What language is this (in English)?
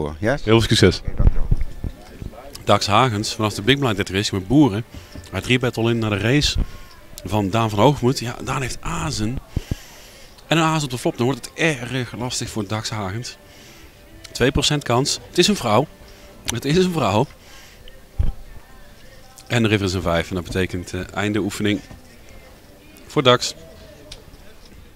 Dutch